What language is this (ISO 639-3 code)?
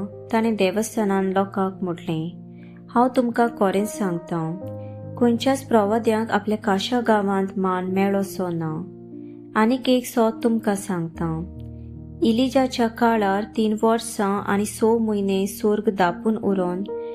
kok